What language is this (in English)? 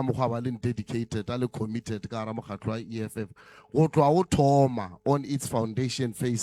Northern Sotho